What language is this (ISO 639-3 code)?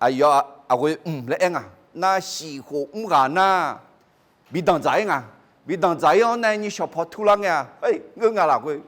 ahk